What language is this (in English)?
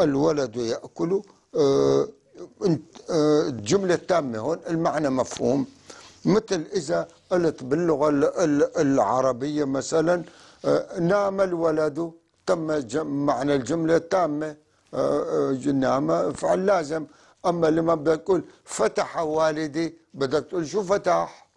North Levantine Arabic